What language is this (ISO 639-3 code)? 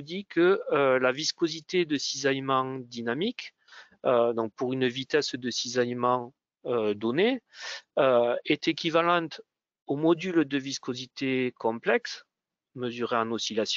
fra